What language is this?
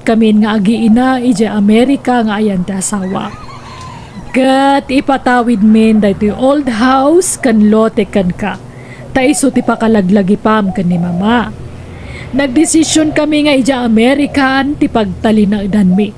Iloko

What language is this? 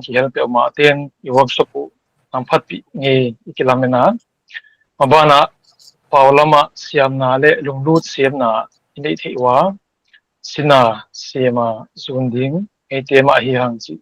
Paite Chin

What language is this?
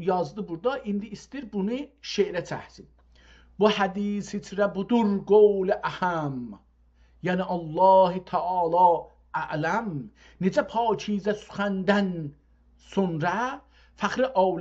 South Azerbaijani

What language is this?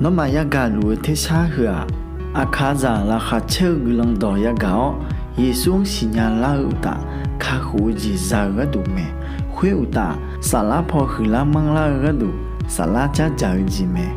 Akha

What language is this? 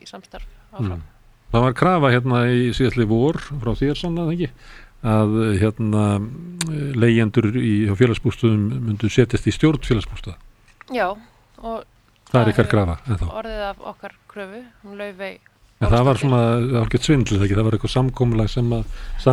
Icelandic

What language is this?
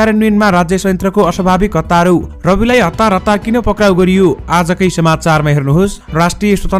Nepali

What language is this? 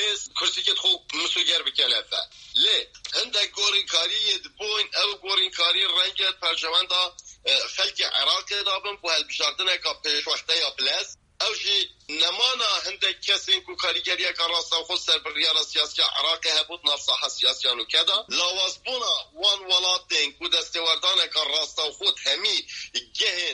Kurdish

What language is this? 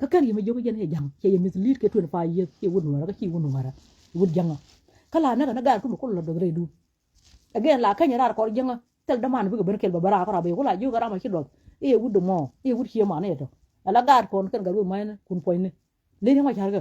Nuer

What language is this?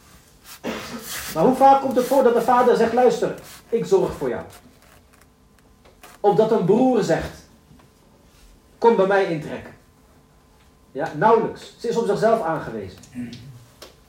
Dutch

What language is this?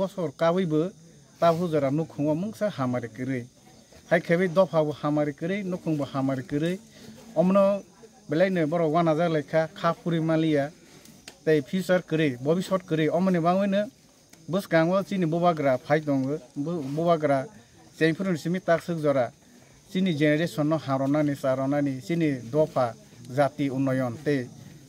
Kok Borok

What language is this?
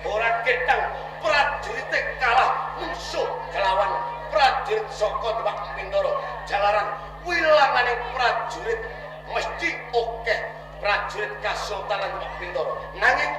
Javanese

